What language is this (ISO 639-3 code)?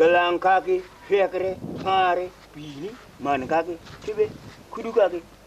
tui